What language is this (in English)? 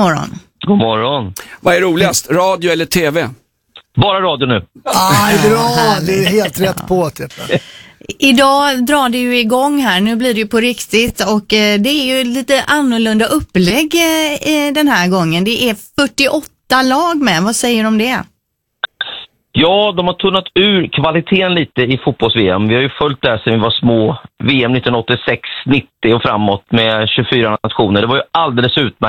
Swedish